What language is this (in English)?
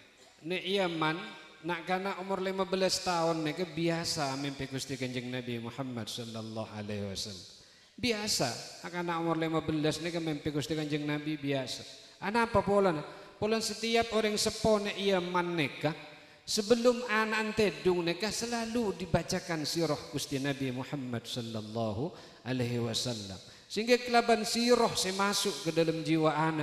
Madurese